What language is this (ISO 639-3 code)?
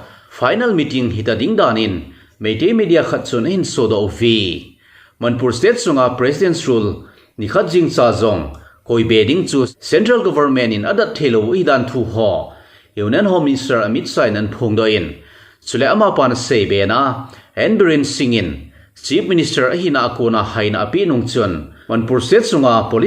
tcz